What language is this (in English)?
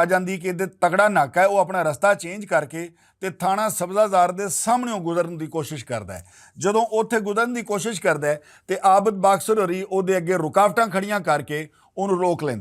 Western Panjabi